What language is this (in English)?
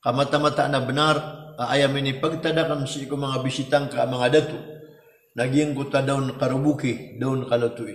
Maranao